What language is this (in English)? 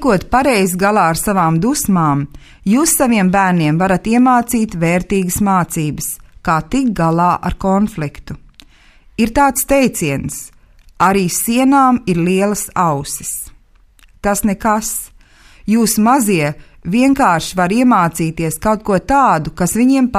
Latvian